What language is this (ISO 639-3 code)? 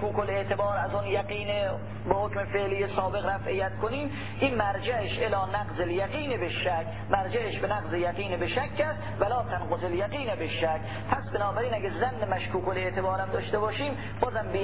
fas